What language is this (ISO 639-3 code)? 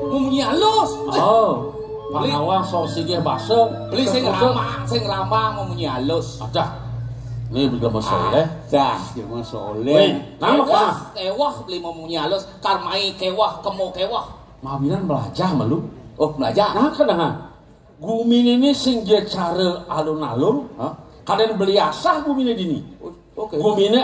ban